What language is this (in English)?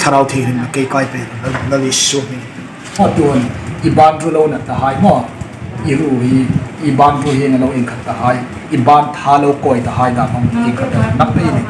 Hmar